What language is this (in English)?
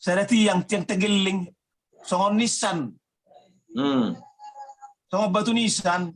Batak Toba